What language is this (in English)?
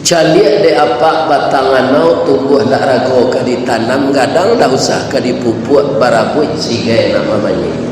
Minangkabau